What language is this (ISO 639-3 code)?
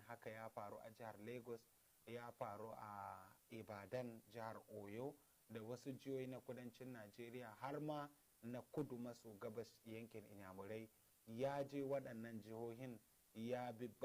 hau